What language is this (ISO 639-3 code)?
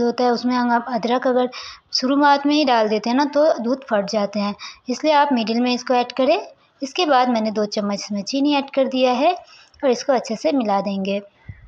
hin